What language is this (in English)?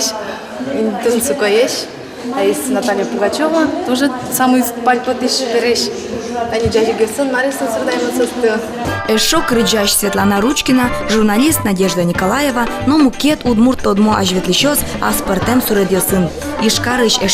Udmurt